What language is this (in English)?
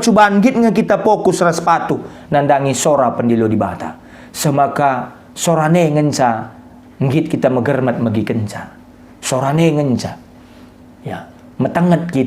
Batak Karo